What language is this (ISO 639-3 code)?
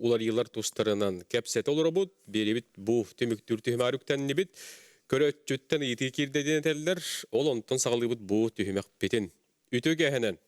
sah